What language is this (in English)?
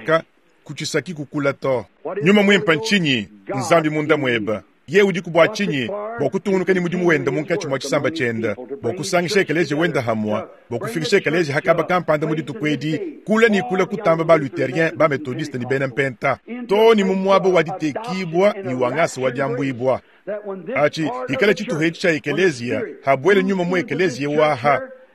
Luba-Lulua